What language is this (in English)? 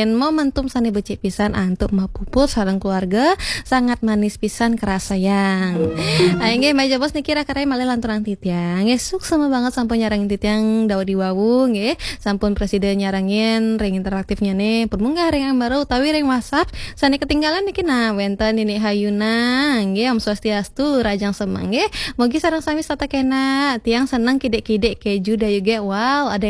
Balinese